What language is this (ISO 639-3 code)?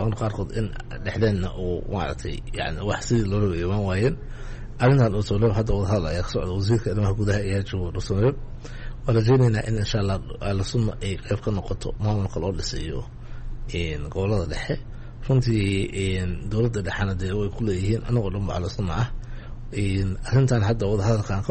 som